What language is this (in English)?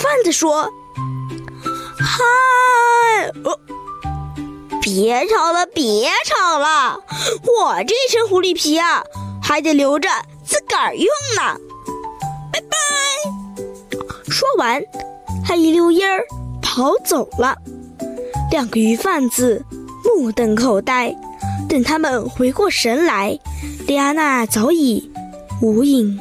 Chinese